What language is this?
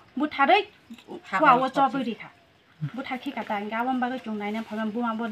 Kok Borok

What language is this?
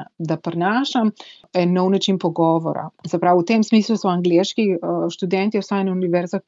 Slovenian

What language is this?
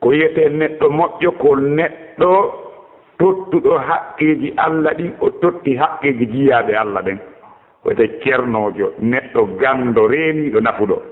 Fula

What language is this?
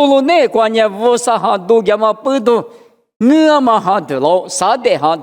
Lisu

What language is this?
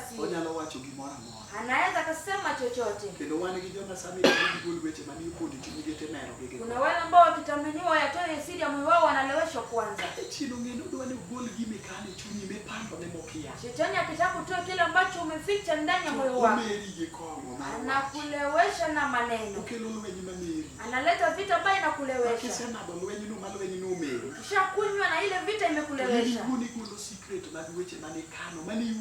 Luo (Kenya and Tanzania)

